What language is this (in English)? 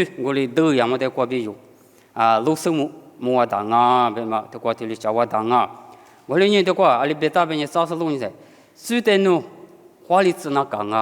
Lisu